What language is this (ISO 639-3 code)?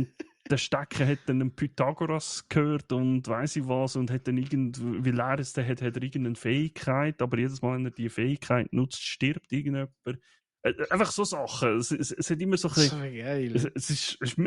gsw